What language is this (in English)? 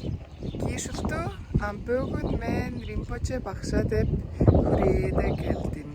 Tuvinian